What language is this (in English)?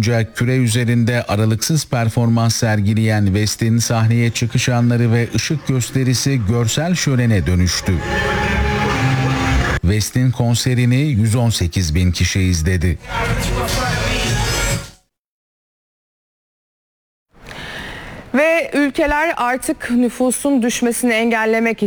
Turkish